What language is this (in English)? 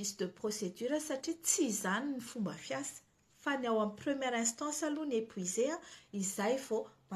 Malagasy